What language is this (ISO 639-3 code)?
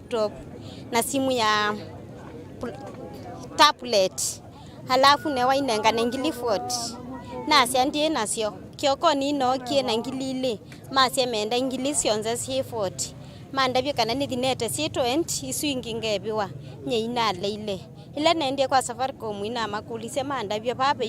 kam